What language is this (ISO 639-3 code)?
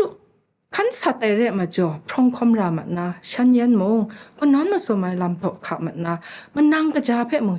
kac